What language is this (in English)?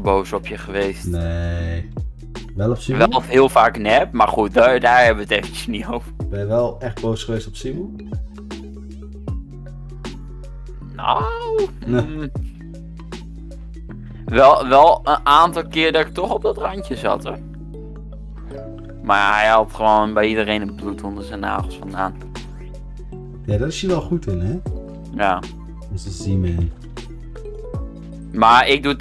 Dutch